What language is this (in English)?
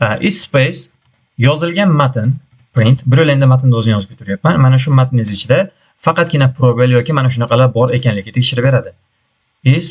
Uzbek